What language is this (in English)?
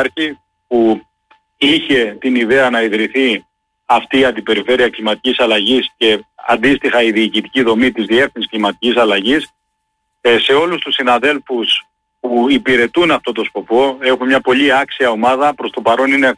Greek